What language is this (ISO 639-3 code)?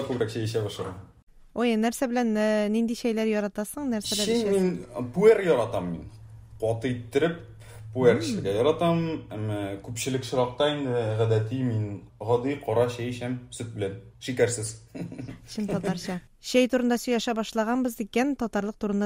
tat